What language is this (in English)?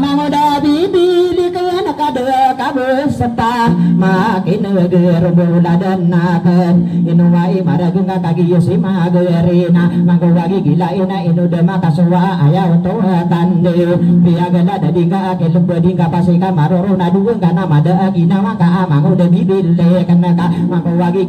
Maranao